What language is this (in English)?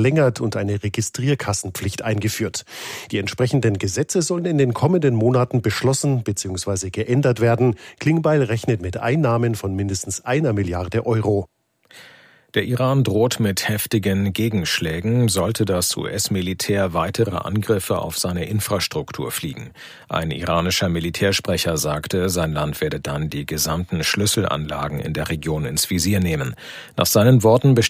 German